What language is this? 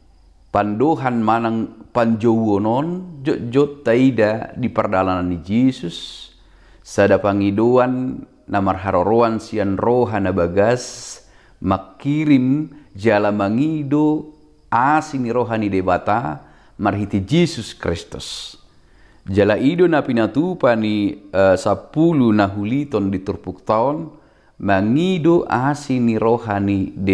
Batak Toba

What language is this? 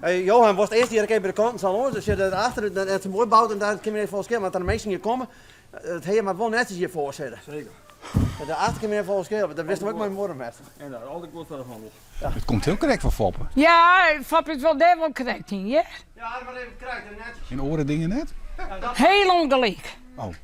Western Frisian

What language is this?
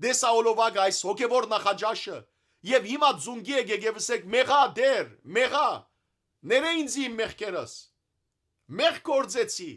Western Armenian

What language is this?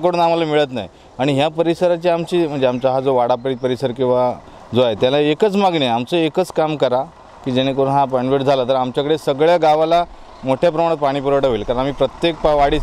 Marathi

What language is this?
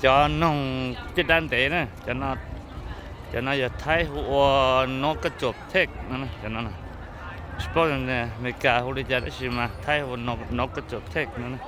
Hmong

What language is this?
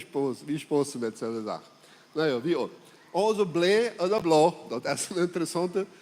Plautdietsch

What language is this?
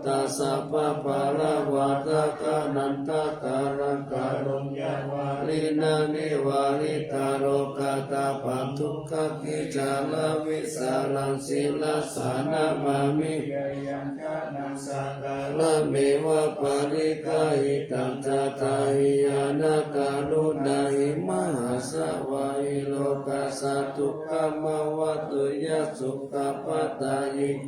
Pali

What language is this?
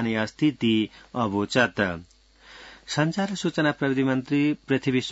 Sanskrit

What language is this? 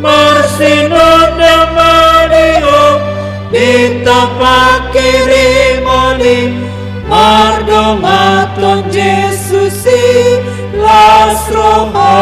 Batak Toba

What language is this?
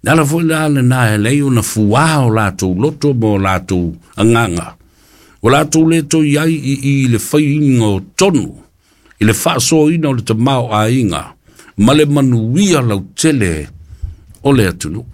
Samoan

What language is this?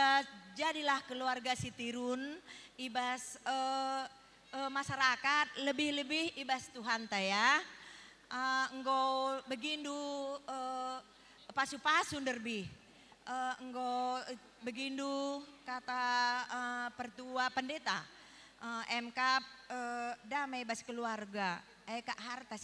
Batak Karo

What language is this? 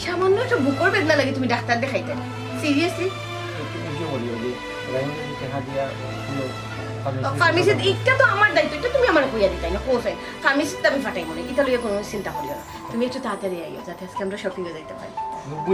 Sylheti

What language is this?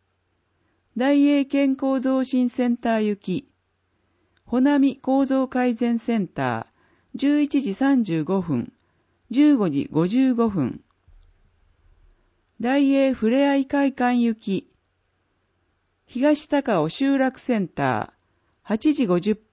Japanese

